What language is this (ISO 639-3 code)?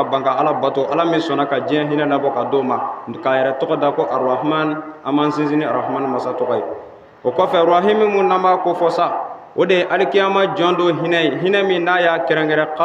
bam